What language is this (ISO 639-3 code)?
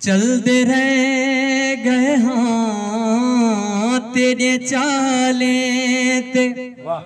skr